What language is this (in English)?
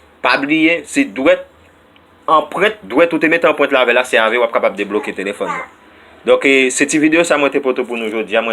Haitian Creole